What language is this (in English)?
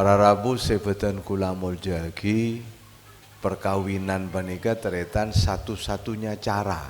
Madurese